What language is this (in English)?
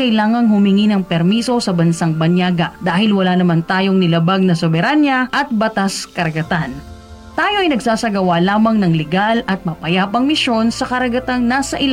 Filipino